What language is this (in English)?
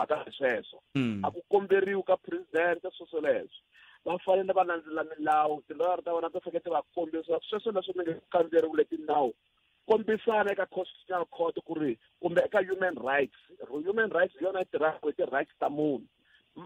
Tsonga